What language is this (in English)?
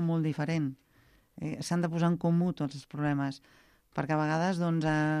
Catalan